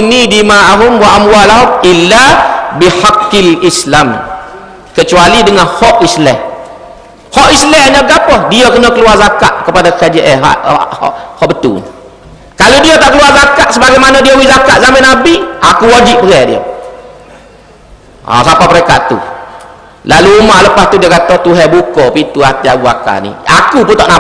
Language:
Malay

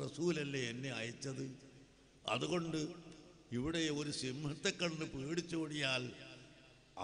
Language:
Malayalam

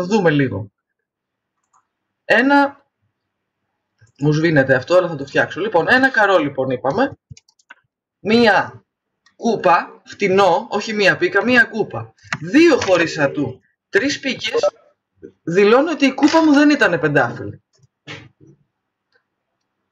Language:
Greek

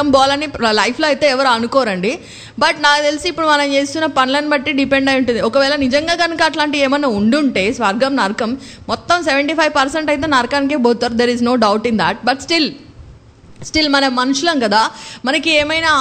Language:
Telugu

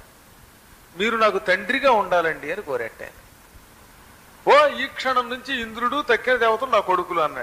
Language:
Telugu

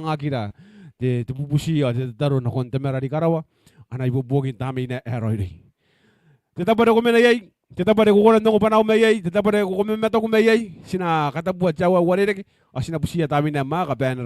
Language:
Gilbertese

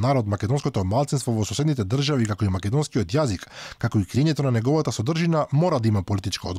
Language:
Macedonian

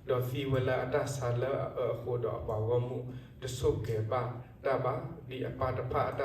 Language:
S'gaw Karen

